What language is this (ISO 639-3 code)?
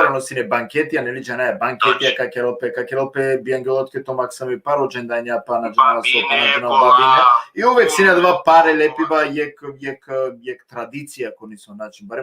rmn